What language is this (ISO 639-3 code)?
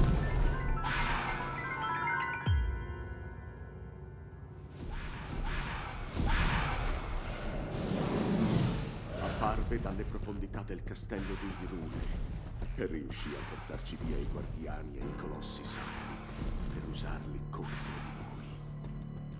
ita